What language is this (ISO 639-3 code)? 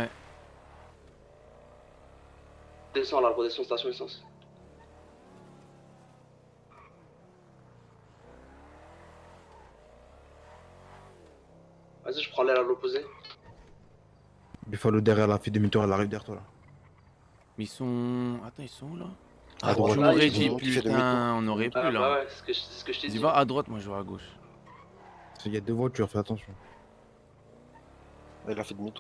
fra